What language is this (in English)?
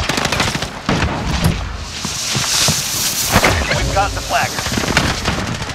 English